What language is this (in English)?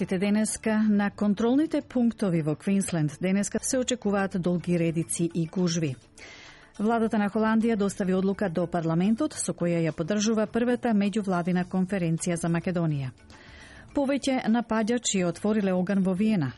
Macedonian